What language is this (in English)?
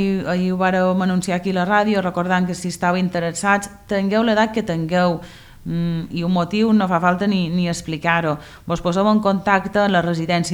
Catalan